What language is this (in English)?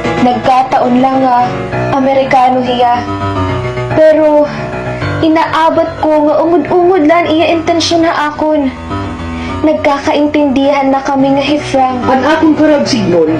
Waray